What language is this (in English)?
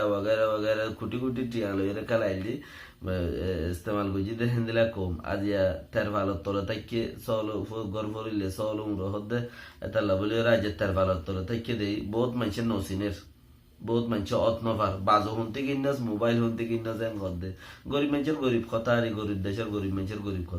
Rohingya